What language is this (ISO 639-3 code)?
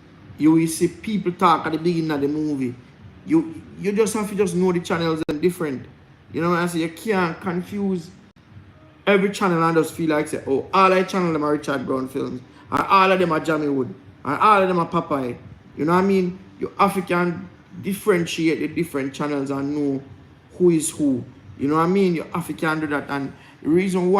jam